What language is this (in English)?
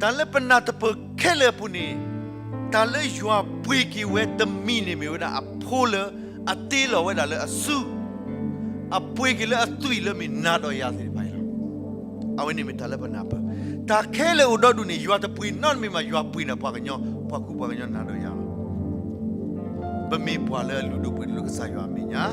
S'gaw Karen